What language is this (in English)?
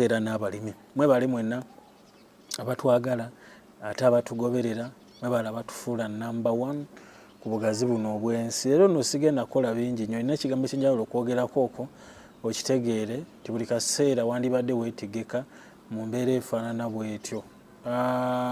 Ganda